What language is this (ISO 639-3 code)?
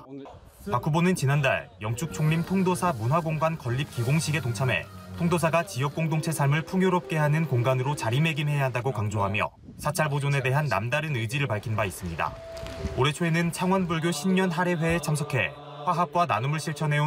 kor